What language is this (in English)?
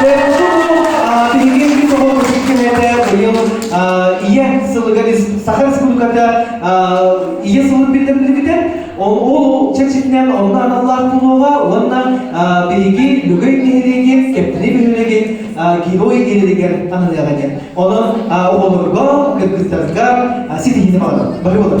Yakut